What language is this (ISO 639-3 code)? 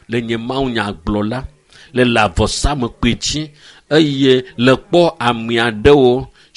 ewe